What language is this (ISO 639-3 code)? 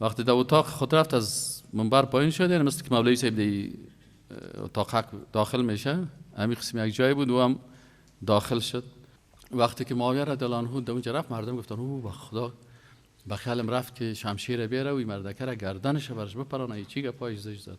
fas